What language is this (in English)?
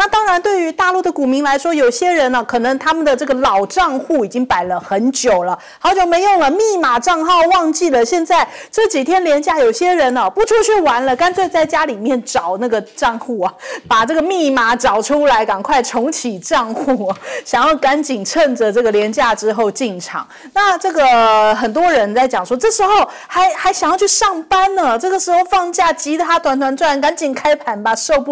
Chinese